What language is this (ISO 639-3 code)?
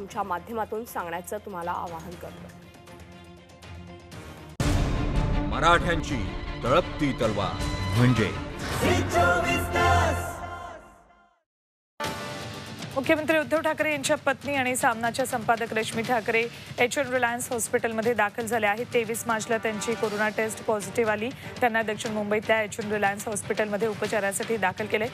mar